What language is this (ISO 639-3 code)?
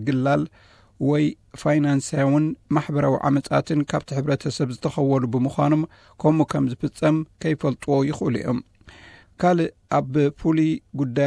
tir